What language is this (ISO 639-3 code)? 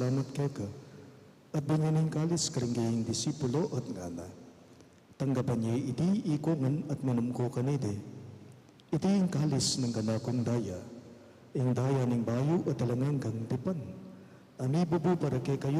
pam